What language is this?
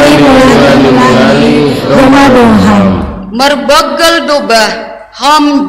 Batak Simalungun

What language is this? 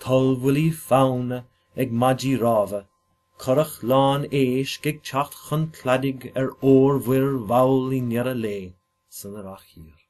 Irish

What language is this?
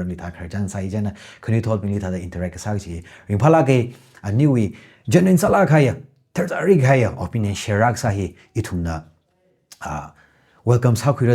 Tangkhul Naga (India)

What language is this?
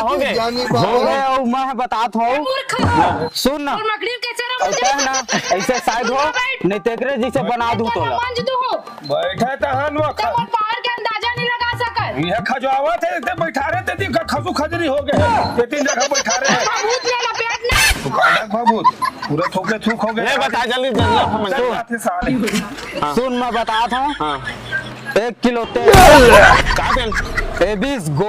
Chhattisgarhi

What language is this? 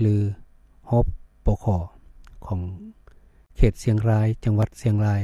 Lao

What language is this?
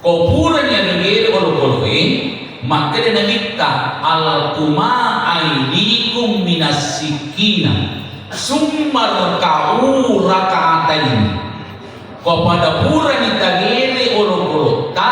Buginese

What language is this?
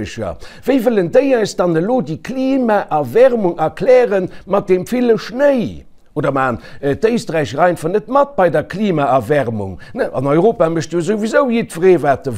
Luxembourgish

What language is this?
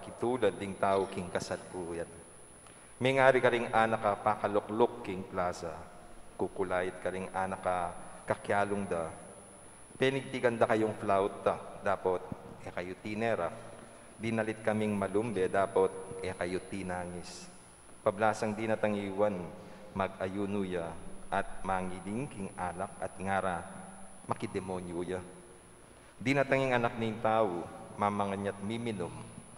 Pampanga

